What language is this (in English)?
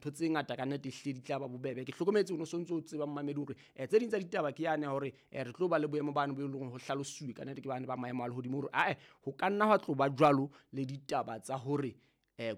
Southern Sotho